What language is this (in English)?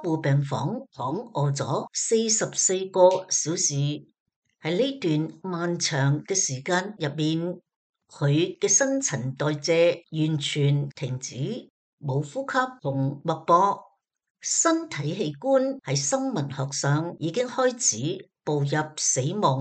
Cantonese